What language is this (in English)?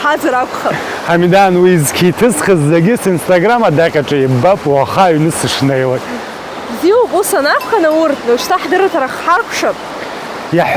Abkhazian